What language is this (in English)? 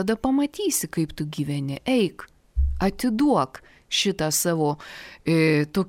Lithuanian